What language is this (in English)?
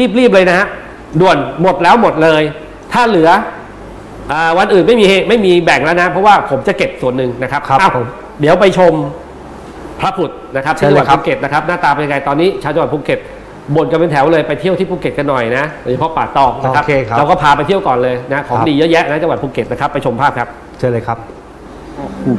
Thai